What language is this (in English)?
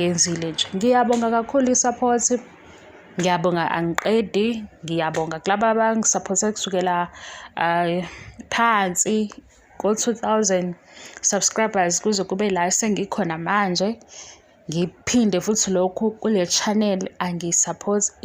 Zulu